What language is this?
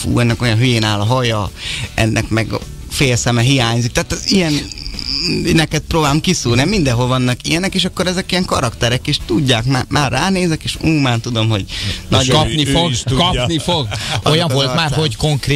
Hungarian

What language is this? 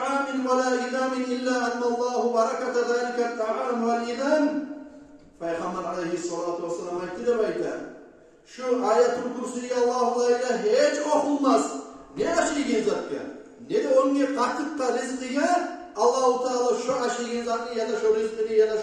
Kumyk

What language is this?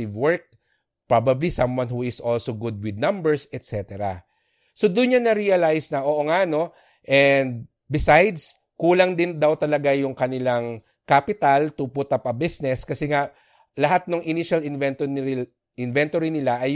Filipino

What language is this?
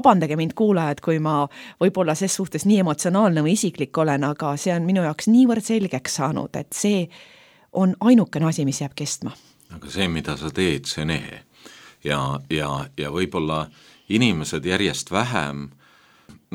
Estonian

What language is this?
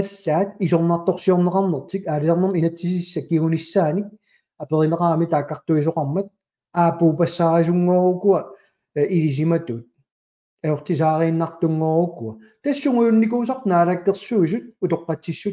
Kalaallisut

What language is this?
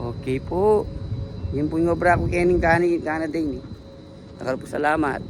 Pampanga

